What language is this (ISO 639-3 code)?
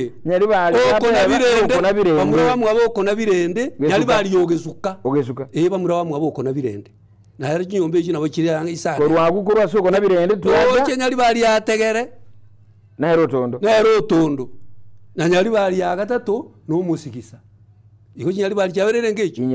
guz